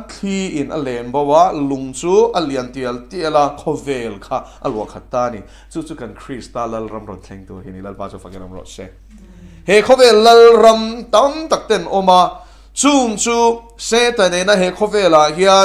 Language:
Mizo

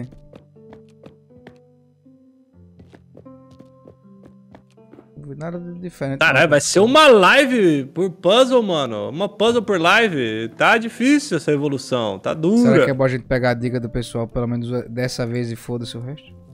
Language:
Portuguese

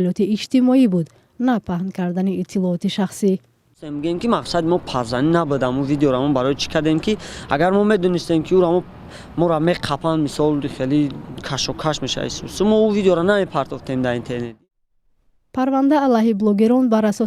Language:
Tajik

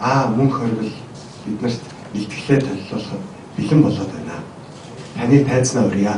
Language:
Mongolian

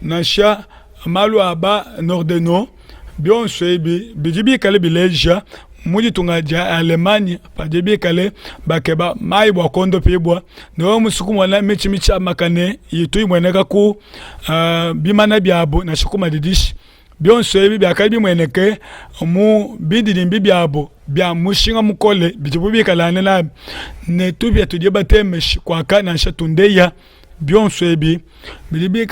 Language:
Luba-Lulua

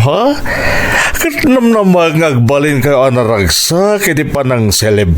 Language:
Iloko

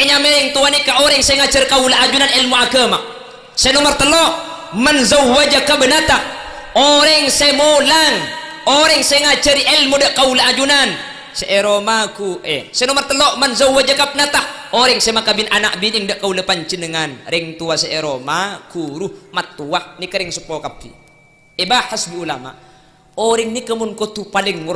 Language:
Madurese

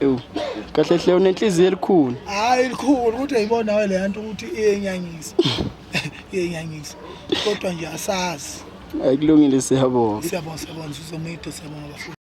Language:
Zulu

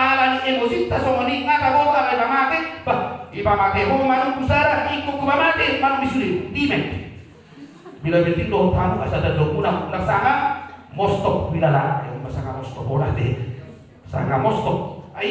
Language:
Batak Toba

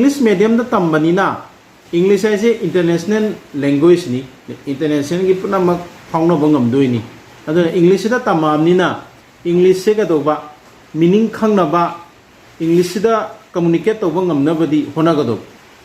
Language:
Manipuri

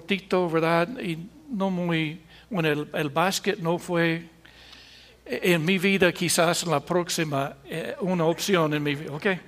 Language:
Spanish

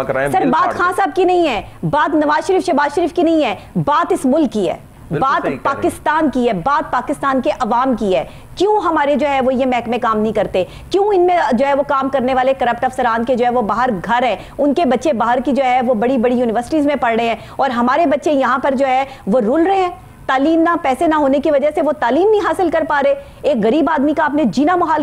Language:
Urdu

